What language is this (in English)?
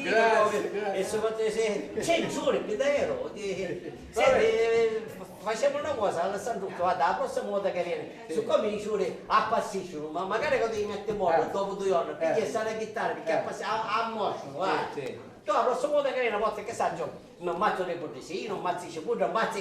Sicilian